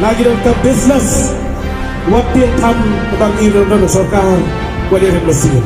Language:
Khasi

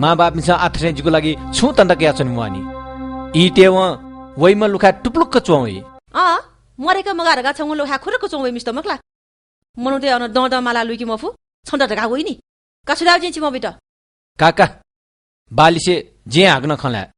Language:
Newari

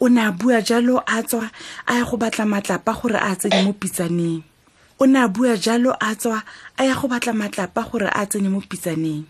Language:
Tswana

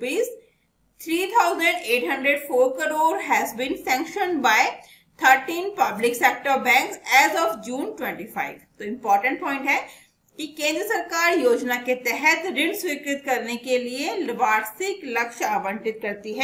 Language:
Hindi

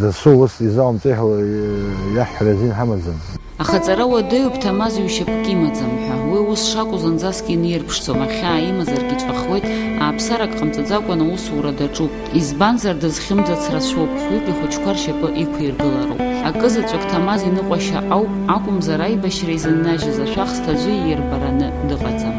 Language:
Abkhazian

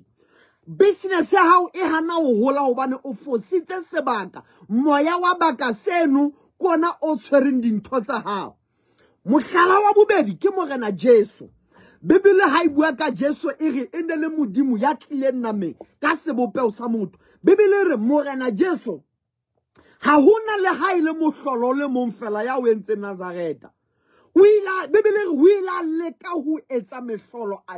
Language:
Southern Sotho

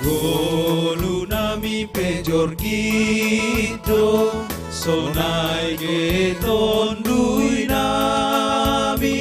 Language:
Batak Simalungun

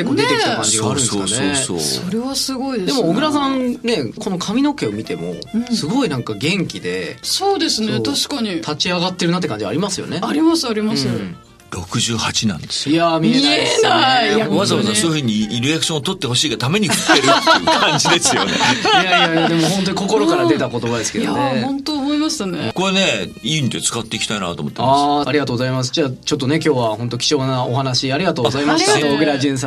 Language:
Japanese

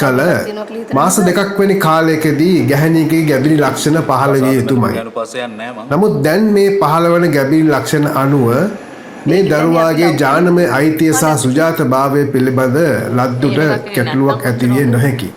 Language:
Sinhala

